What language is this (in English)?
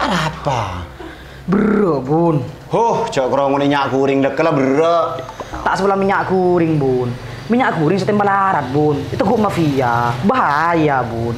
Madurese